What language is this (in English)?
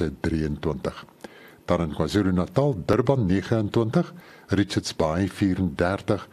Afrikaans